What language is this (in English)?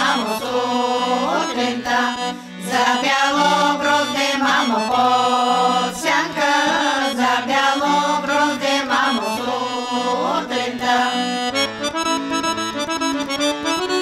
Bulgarian